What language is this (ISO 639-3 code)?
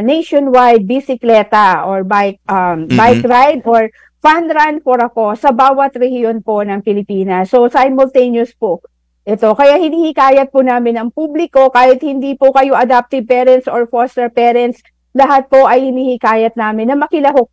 fil